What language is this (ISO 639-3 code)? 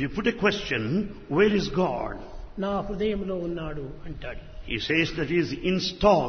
tel